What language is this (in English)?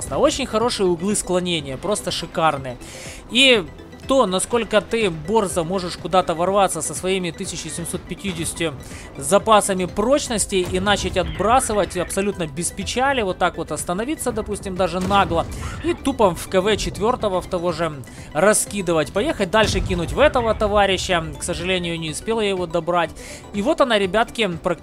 Russian